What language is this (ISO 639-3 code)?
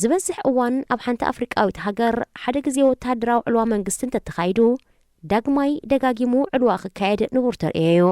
tir